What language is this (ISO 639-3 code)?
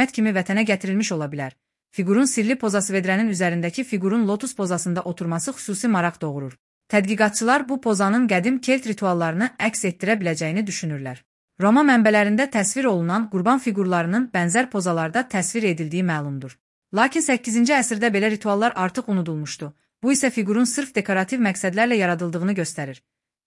aze